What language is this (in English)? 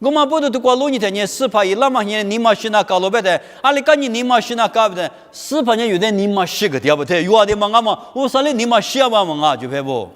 Lisu